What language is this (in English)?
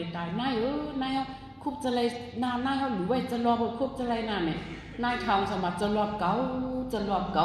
Shan